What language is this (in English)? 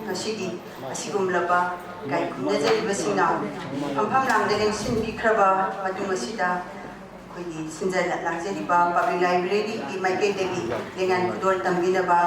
Manipuri